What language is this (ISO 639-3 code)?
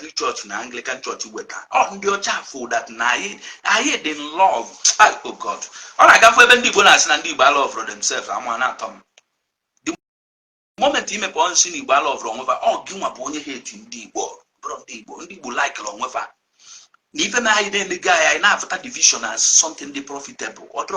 ibo